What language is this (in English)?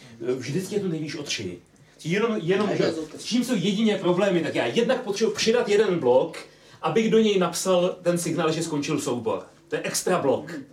Czech